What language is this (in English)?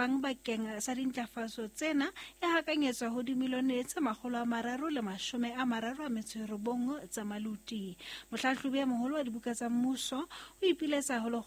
Southern Sotho